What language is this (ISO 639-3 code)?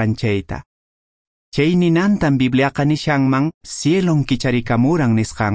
que